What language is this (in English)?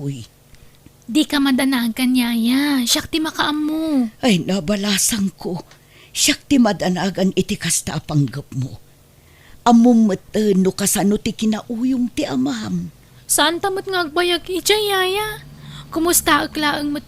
Iloko